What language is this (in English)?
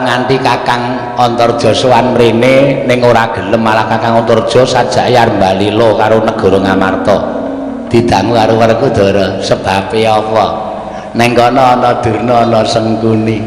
Javanese